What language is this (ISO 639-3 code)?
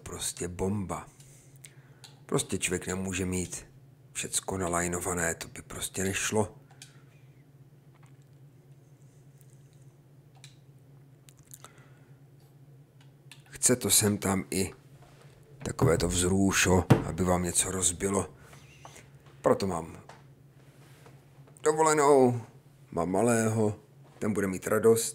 ces